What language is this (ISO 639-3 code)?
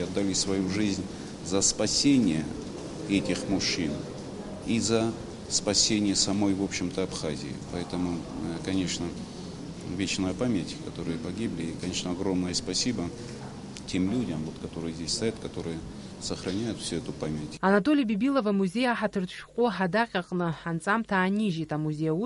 abk